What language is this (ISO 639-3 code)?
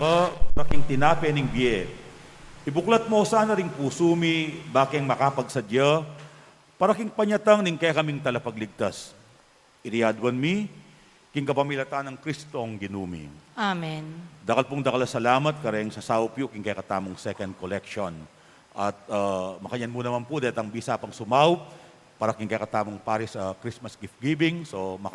pam